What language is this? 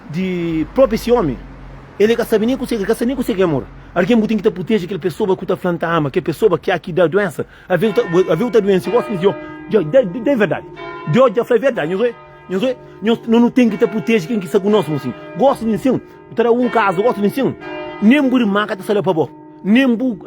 Kabuverdianu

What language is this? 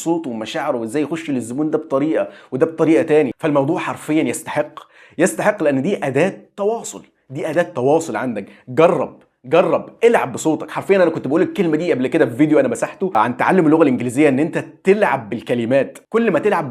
Egyptian Arabic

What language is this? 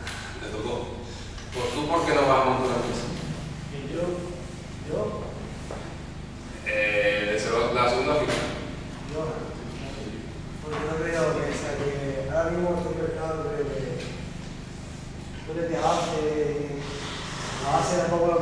Spanish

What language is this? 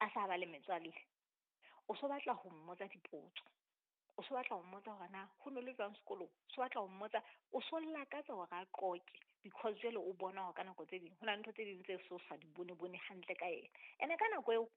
Southern Sotho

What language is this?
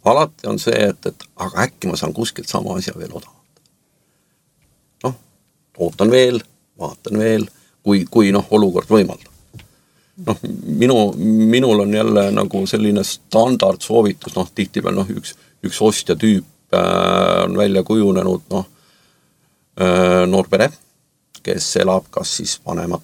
Estonian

